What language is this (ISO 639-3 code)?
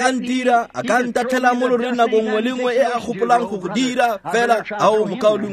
tsn